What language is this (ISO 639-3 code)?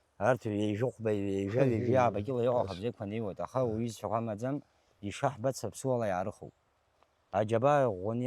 abk